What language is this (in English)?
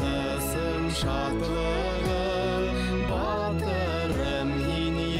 Bashkir